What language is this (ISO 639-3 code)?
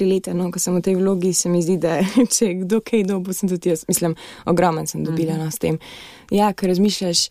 slv